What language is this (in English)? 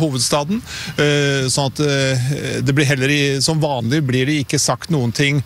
Norwegian